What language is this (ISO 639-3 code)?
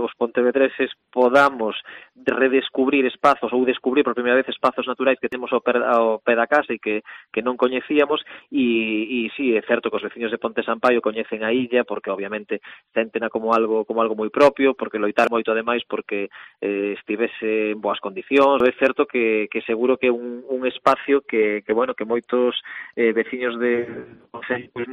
glg